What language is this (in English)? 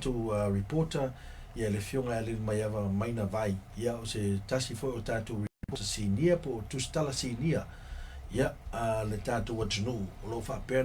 Samoan